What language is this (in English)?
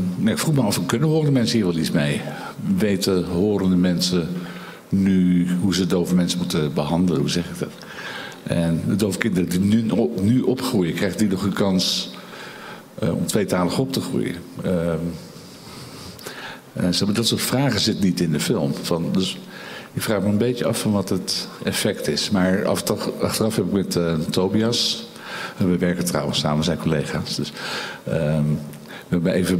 Dutch